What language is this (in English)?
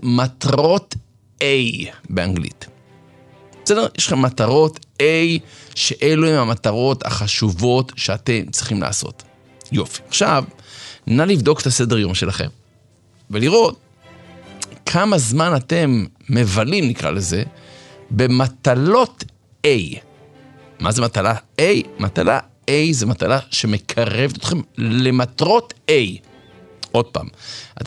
Hebrew